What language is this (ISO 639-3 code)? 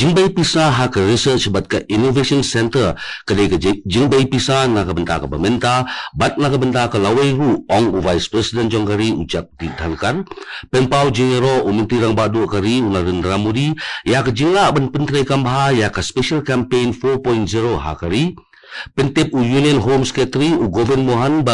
kha